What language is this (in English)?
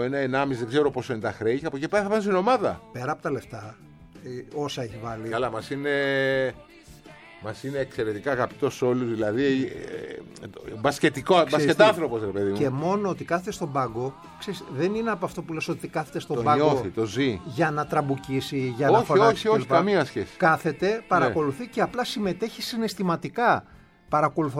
Greek